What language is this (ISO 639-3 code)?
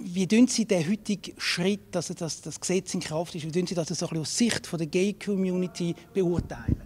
gsw